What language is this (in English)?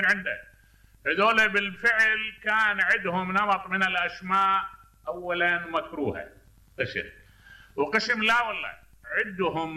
Mesopotamian Arabic